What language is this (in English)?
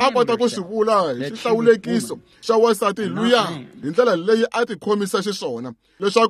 Tsonga